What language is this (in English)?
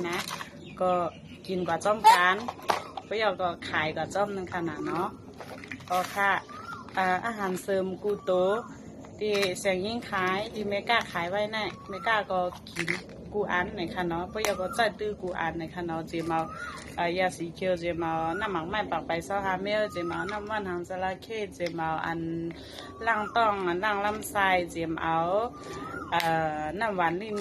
Shan